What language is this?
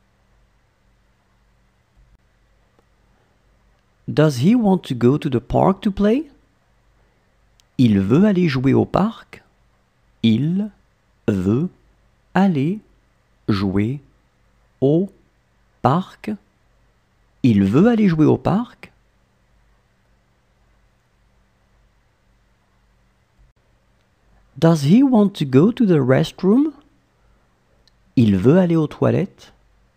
French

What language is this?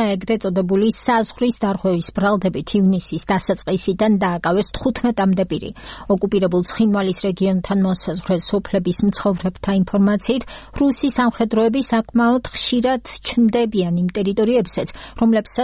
Georgian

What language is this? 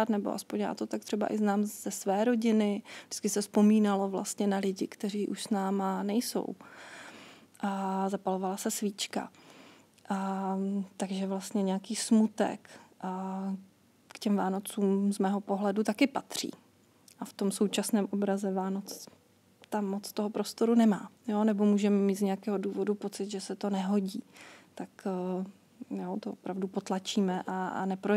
Czech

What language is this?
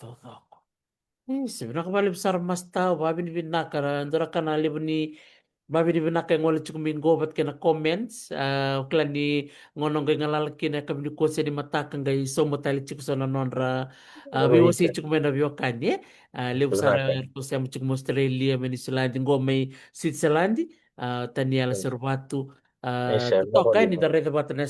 Fijian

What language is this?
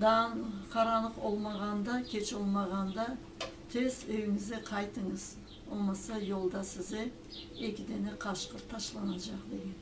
Crimean Tatar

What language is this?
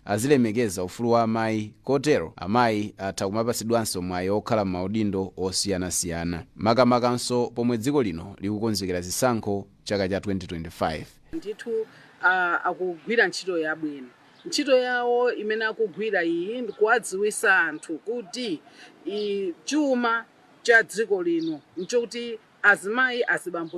Nyanja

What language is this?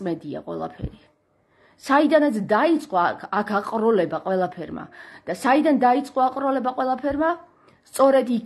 Georgian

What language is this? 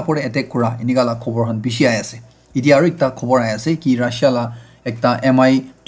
Naga Pidgin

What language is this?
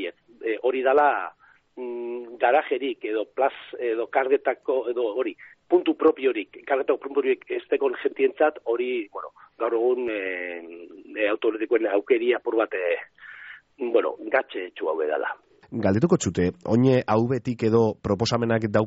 Basque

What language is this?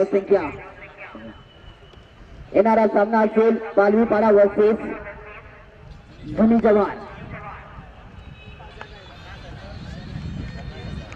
Marathi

